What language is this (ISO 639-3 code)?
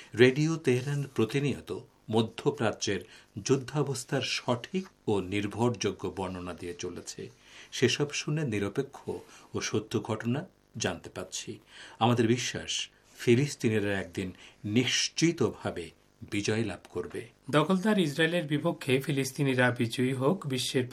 ben